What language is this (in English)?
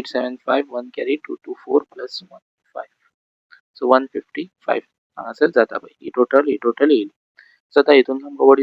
Konkani